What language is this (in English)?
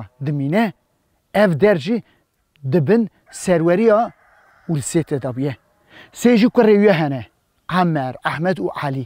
Kurdish